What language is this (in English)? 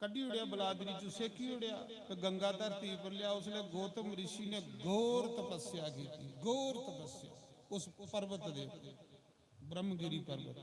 Dogri